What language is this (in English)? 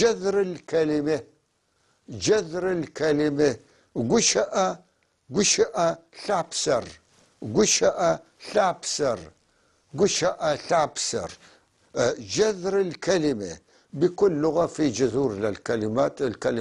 North Levantine Arabic